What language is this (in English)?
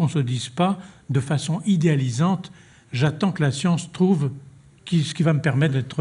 French